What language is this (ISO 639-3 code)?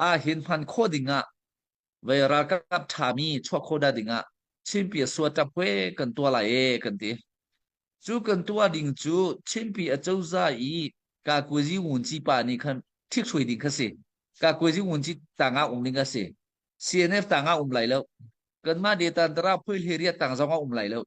cnh